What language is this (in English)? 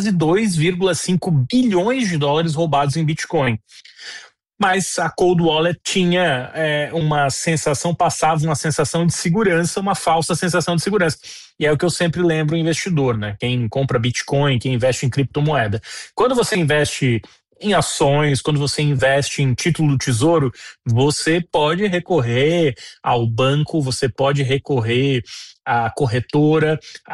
Portuguese